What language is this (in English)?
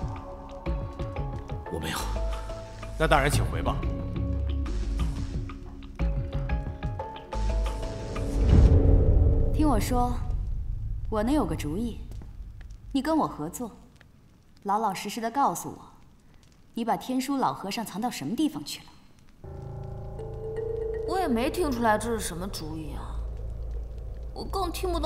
Chinese